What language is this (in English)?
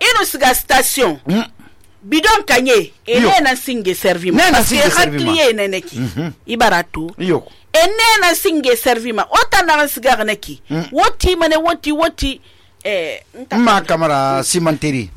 Susu